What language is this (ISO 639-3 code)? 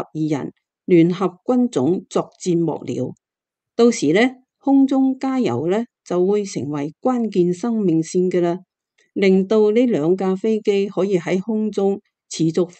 yue